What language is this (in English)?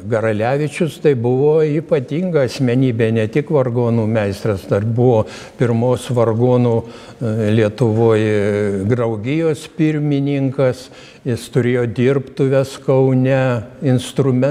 Lithuanian